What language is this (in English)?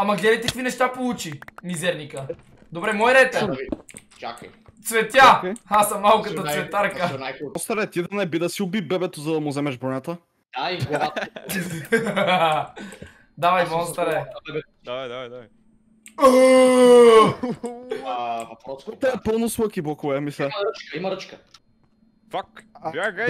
Bulgarian